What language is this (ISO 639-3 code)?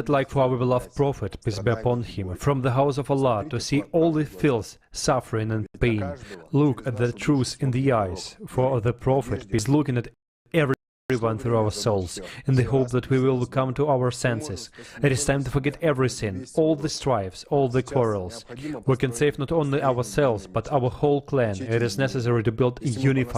nya